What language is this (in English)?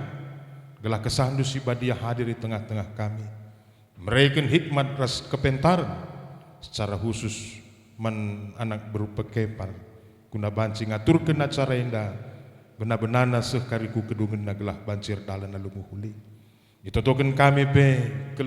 Batak Karo